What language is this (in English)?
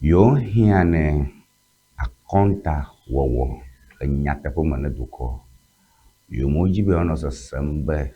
Ewe